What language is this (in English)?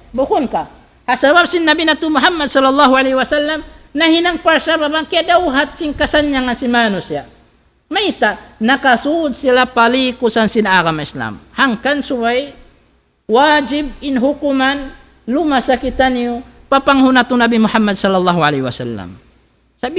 Tausug